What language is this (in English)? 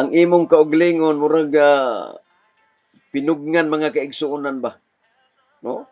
Cebuano